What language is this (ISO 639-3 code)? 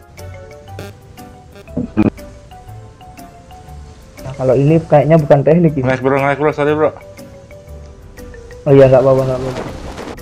ind